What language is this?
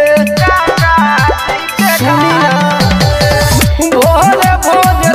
Bhojpuri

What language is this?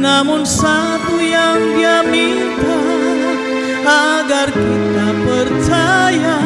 Ambonese Malay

